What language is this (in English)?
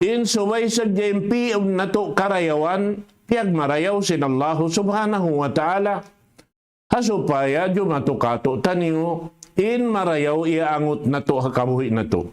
Tausug